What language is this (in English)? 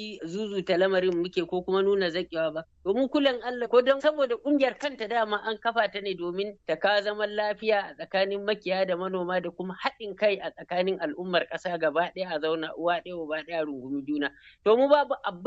Hausa